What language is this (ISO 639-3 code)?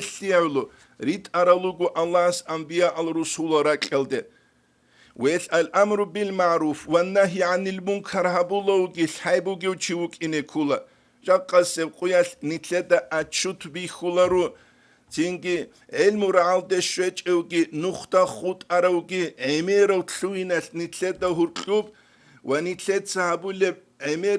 ava